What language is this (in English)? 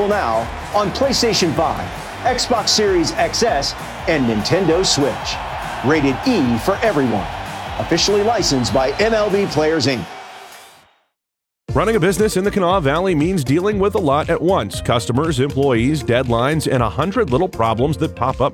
English